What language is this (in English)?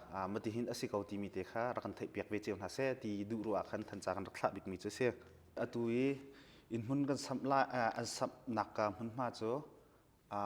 Hakha Chin